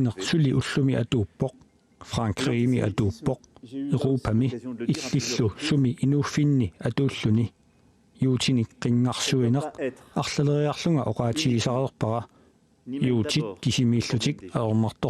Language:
Kalaallisut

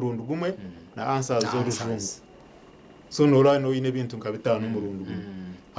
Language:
Nyankole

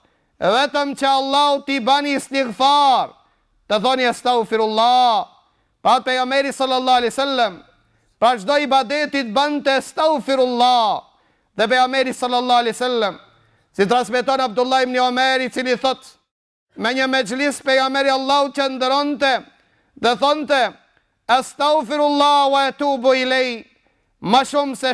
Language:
Albanian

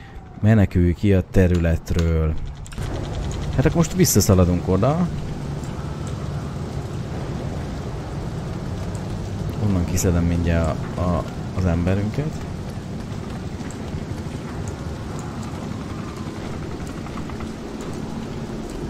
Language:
Hungarian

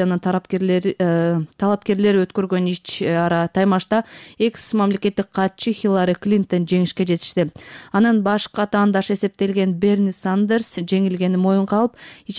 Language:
Kyrgyz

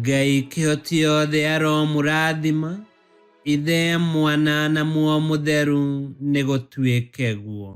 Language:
Kikuyu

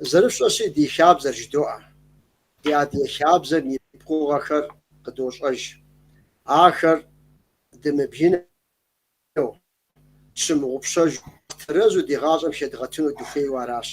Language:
Kabardian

